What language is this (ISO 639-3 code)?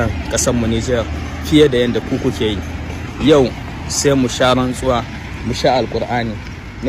hau